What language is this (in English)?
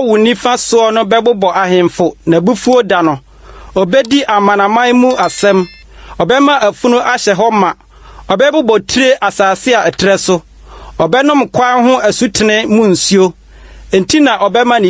Akan